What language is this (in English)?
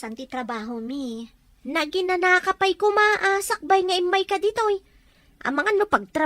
Iloko